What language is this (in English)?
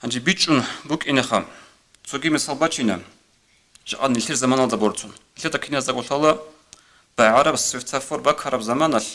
Avaric